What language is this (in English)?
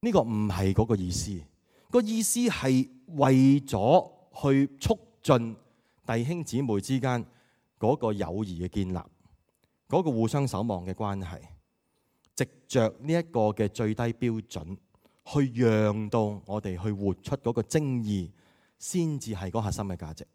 Cantonese